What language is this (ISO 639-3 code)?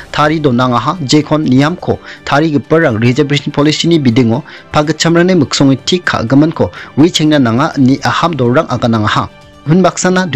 grt